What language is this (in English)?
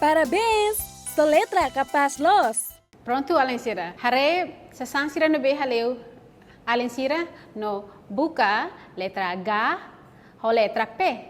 Tetum